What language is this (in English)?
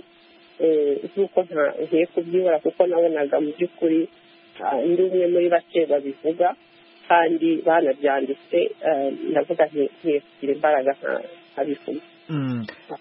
Kinyarwanda